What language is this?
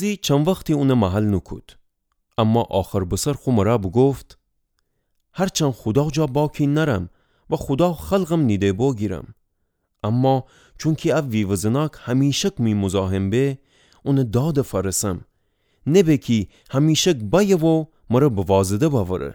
Gilaki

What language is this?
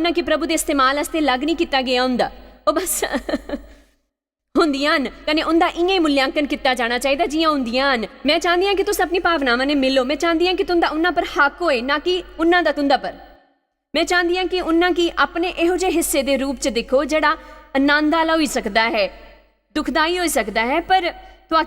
Dogri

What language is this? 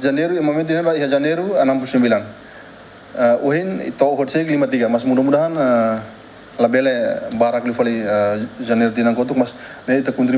Tetum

